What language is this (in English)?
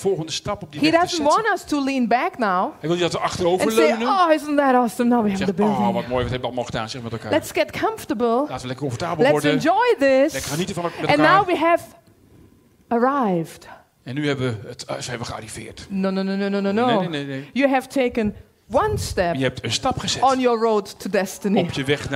Dutch